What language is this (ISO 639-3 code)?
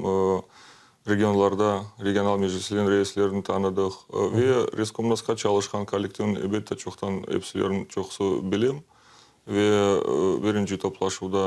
crh